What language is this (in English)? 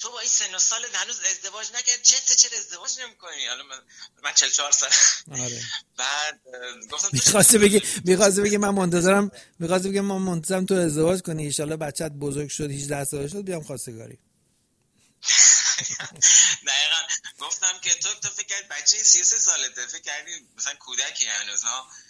Persian